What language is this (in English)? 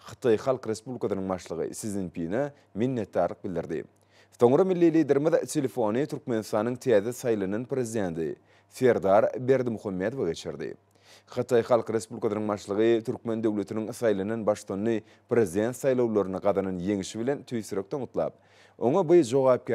Turkmen